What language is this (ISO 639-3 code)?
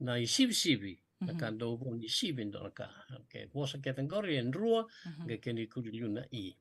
fij